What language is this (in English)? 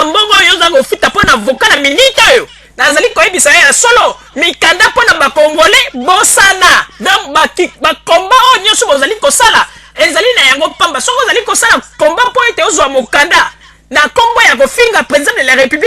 Lingala